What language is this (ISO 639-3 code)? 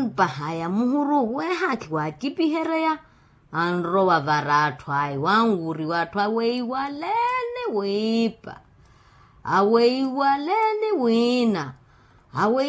vmw